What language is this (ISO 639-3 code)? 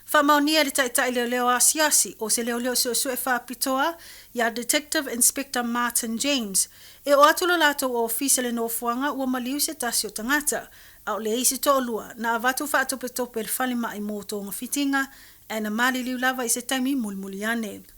smo